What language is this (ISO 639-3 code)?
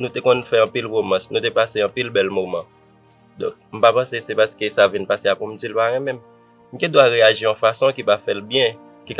hat